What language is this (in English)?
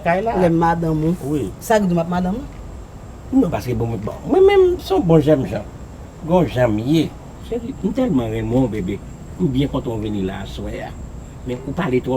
Haitian Creole